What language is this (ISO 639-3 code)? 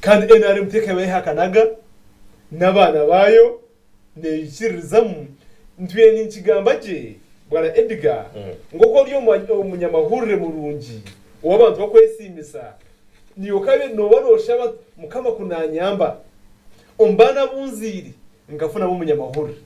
nyn